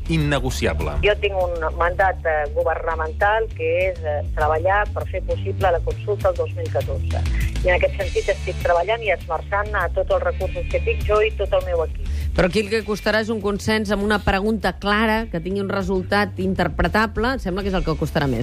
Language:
Catalan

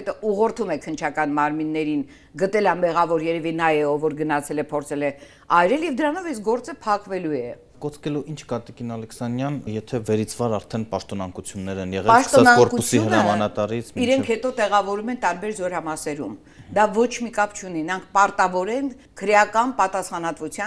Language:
Armenian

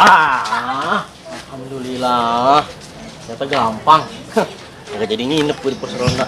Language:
Betawi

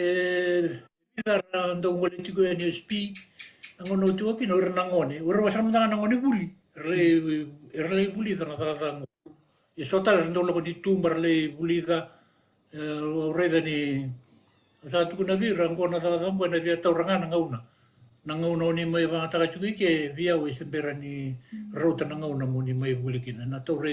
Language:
Fijian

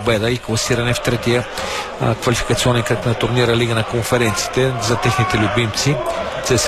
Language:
Bulgarian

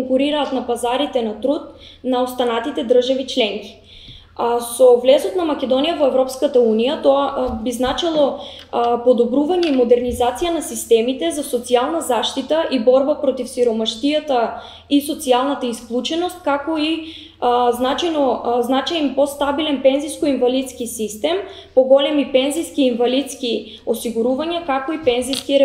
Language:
Macedonian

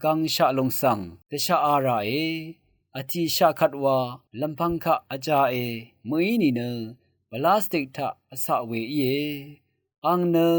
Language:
Rawang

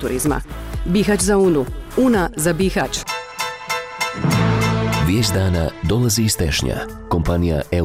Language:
Bosnian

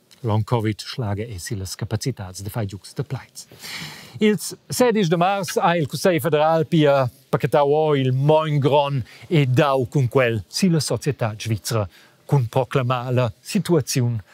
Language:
Romansh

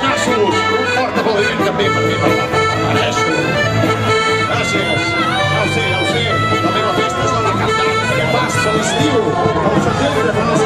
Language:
Catalan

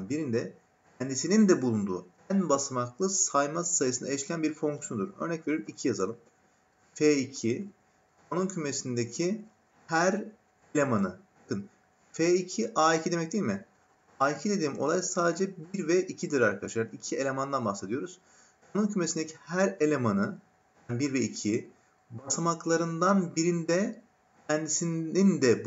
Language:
Turkish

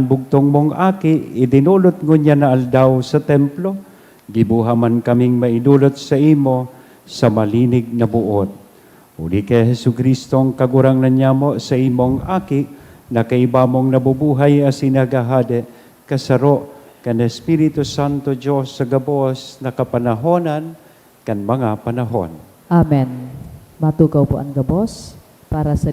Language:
Bikol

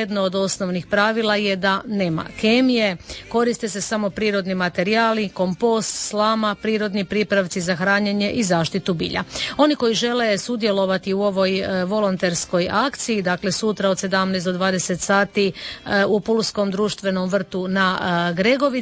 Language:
Croatian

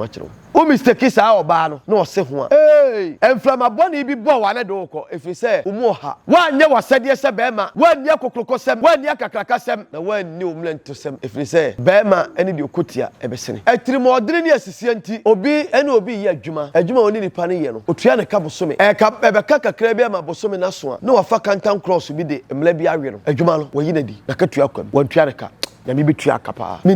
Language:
Akan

